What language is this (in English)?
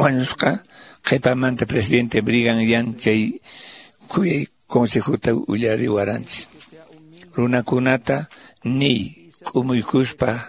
Quechua